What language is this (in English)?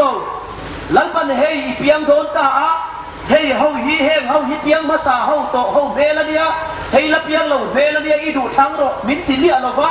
Hmar